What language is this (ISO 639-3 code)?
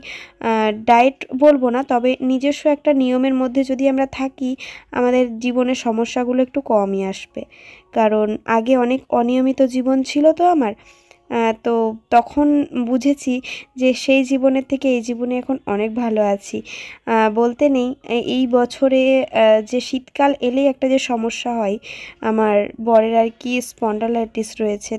ben